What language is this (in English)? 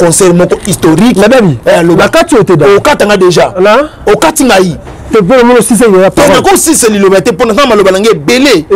Lingala